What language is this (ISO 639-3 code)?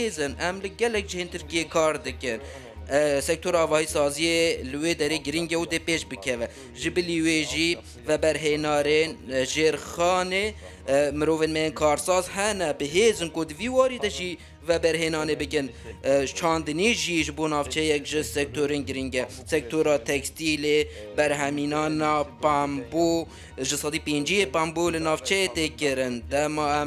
kur